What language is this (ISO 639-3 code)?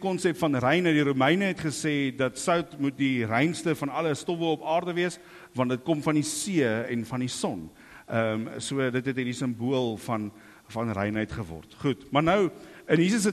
afr